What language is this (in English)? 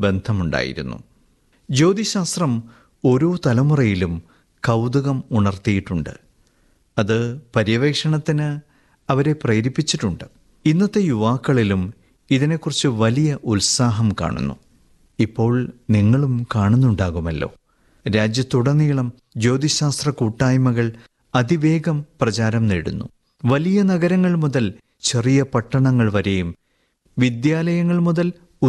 Malayalam